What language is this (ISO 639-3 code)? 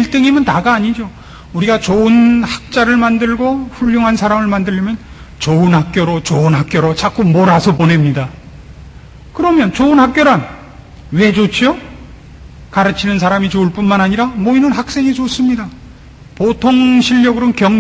kor